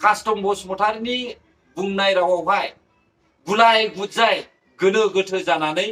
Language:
Bodo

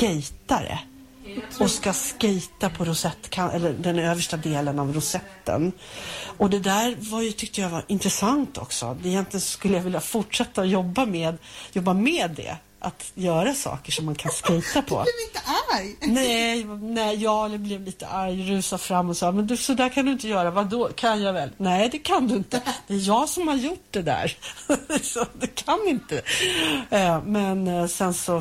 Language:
Swedish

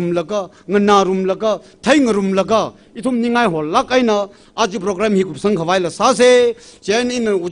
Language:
Tangkhul Naga (India)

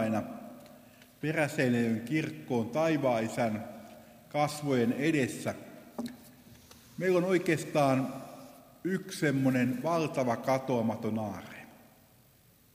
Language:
Finnish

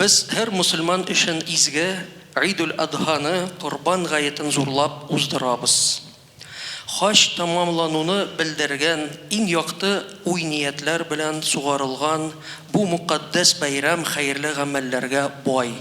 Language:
Tatar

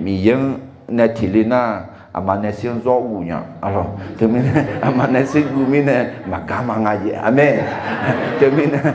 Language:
Akha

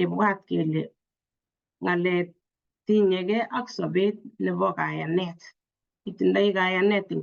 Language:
Kalenjin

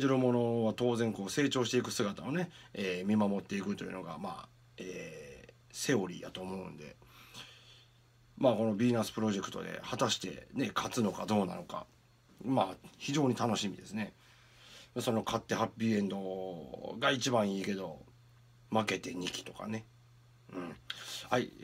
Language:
Japanese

